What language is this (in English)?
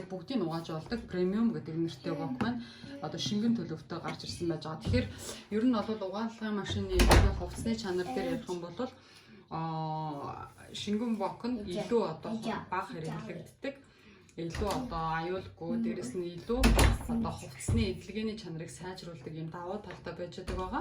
Mongolian